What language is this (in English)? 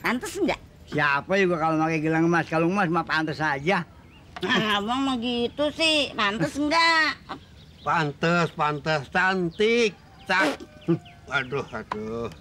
Betawi